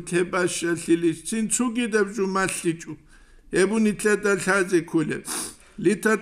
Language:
Avaric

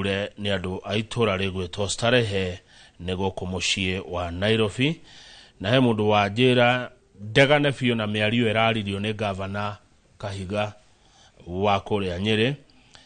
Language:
Kikuyu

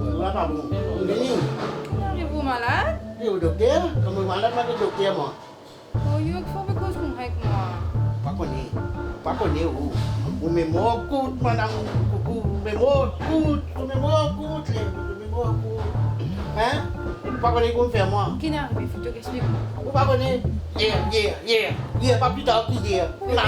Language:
Morisyen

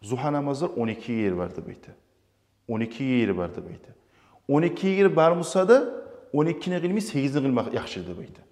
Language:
Kumyk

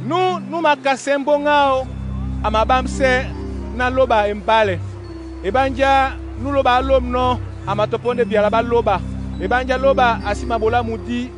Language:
Duala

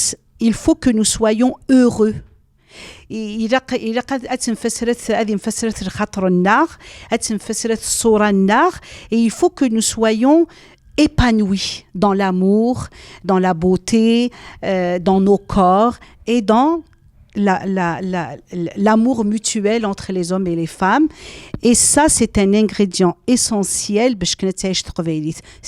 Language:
Kabyle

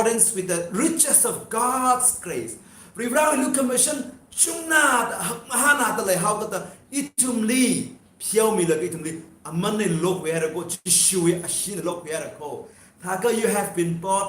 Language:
Tangkhul Naga (India)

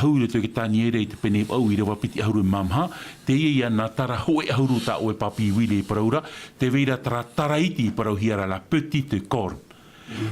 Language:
Tahitian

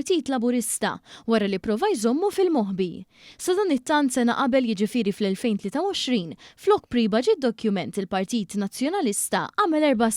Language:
Maltese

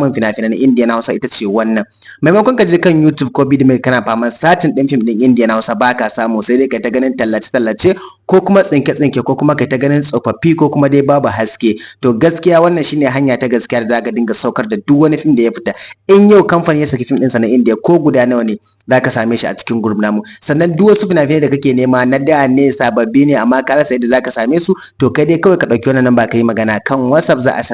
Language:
Hausa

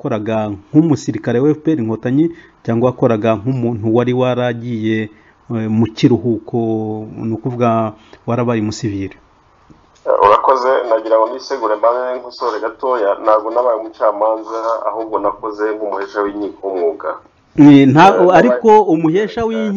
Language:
Kinyarwanda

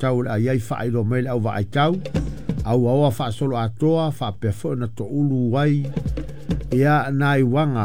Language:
Samoan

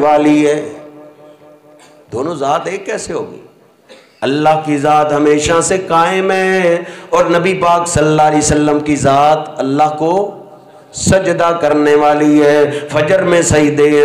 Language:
Urdu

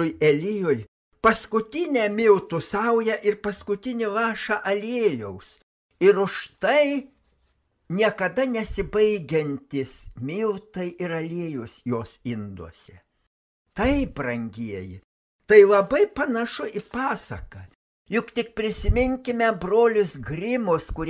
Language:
Lithuanian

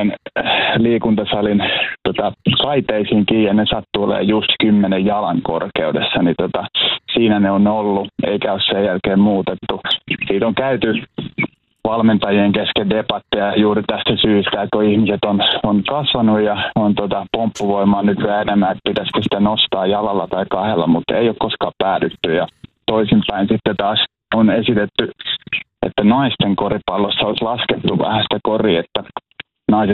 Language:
Finnish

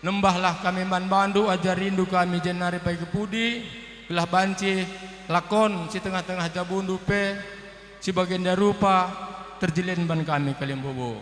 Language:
Batak Karo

